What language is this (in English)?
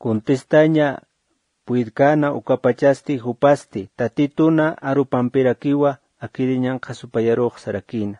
Aymara